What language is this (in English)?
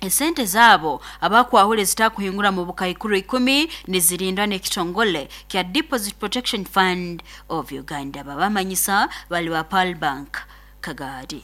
Nyoro